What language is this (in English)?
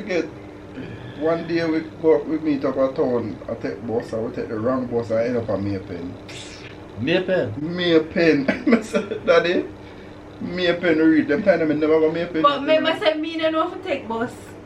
Jamaican Creole English